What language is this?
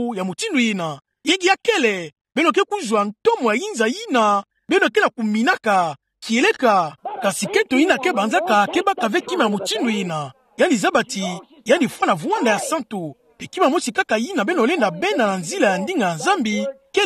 Kituba (Democratic Republic of Congo)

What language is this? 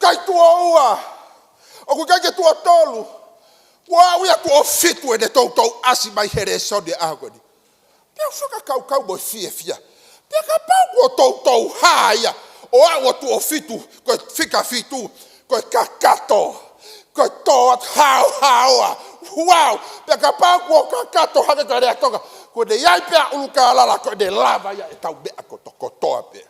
Tongan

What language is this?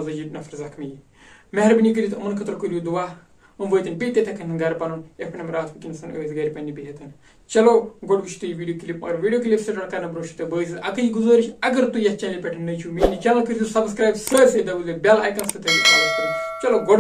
Kashmiri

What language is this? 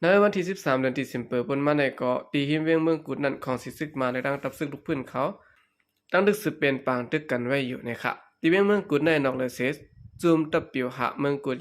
Shan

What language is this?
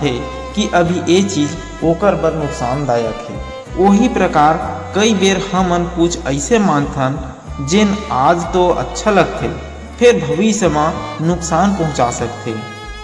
Chhattisgarhi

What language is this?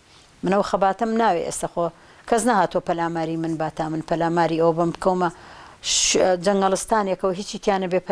Central Kurdish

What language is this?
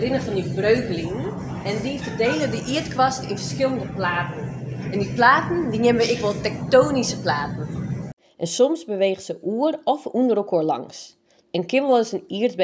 Western Frisian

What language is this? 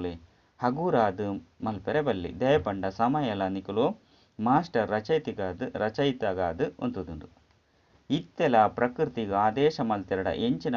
Tulu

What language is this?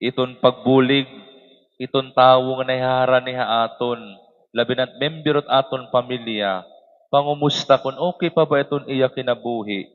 Waray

